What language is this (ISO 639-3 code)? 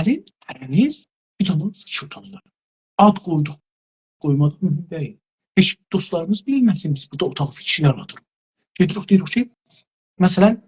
azb